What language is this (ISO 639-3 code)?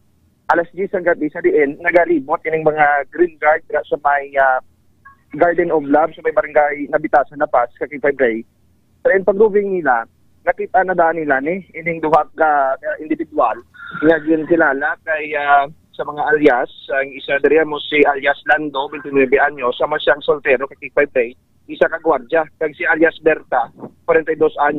hil